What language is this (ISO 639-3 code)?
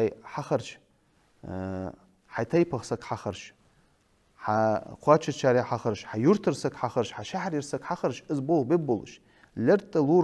inh